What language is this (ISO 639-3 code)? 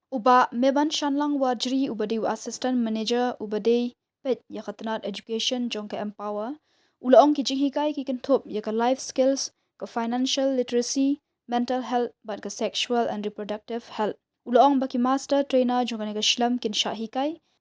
kha